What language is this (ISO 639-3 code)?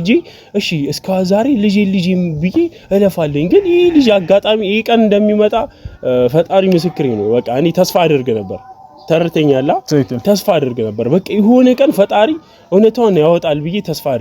amh